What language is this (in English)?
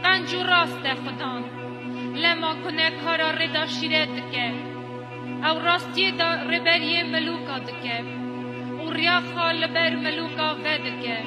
Kurdish